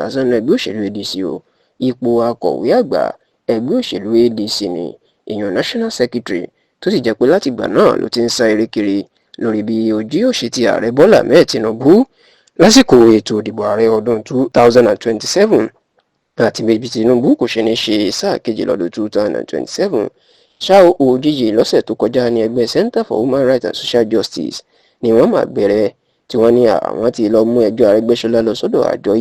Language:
Yoruba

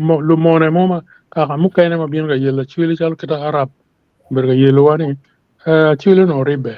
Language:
Acoli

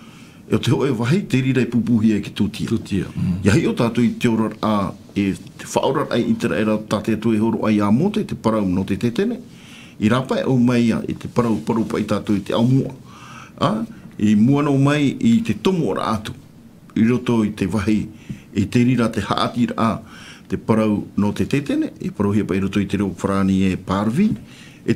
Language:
Tahitian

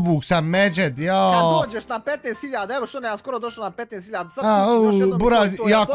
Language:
Bosnian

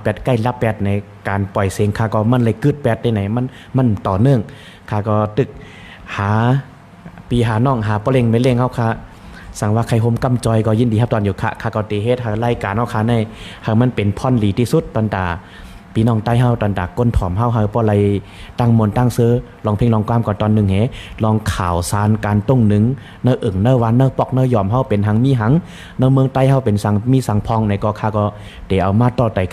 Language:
Shan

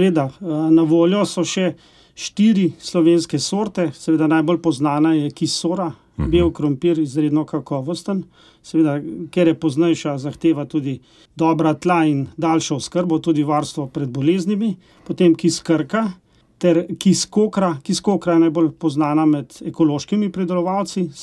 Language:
Slovenian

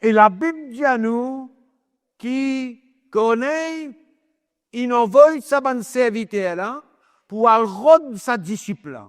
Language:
Morisyen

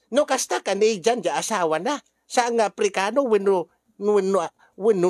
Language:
Iloko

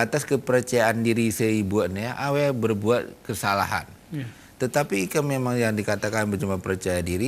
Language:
Gayo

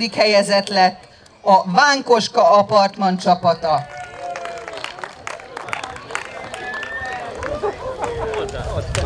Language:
Hungarian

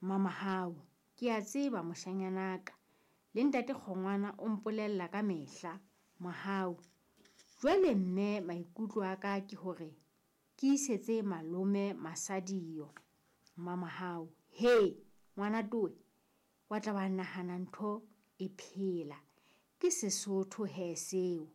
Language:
Southern Sotho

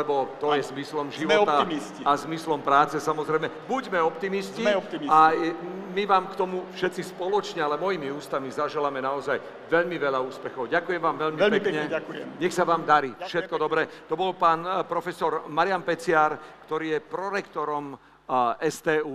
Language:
Slovak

